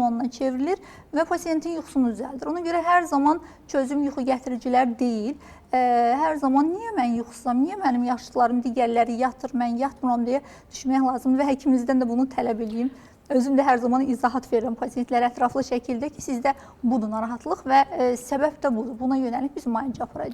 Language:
Azerbaijani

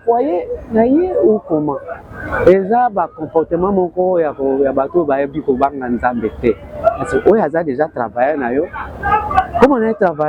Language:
Lingala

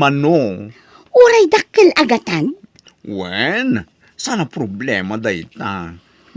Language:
Iloko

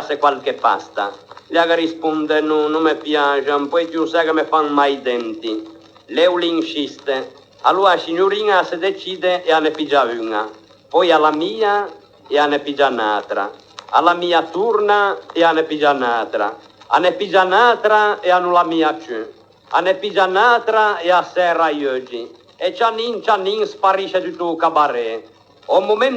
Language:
Ligurian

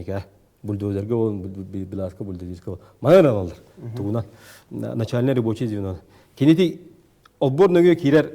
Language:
Yakut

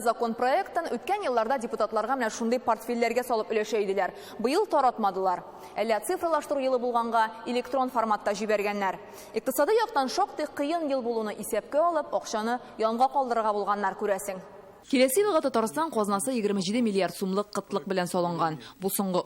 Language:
Tatar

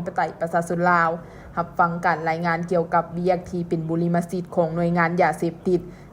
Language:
Lao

